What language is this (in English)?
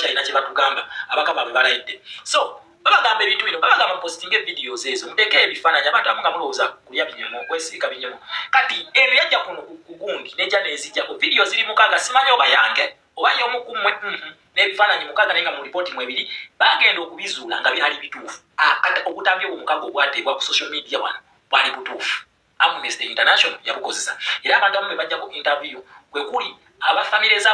Ganda